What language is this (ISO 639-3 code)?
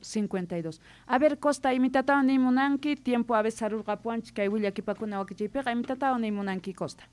quh